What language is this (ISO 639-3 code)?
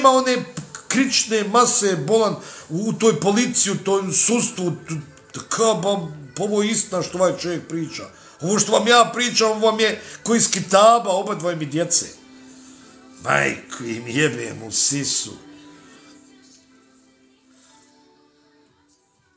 bos